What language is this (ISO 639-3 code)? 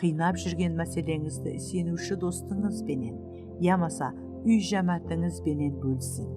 kaa